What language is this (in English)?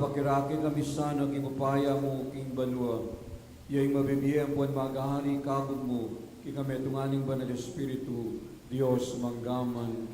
Pampanga